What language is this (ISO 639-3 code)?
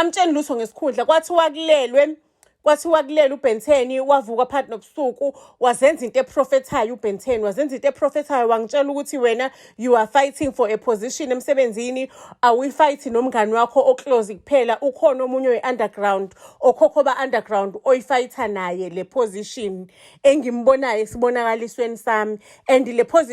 zul